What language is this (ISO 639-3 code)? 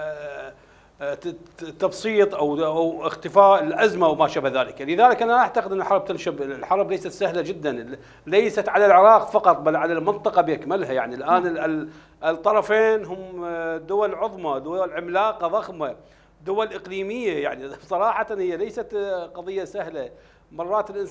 ara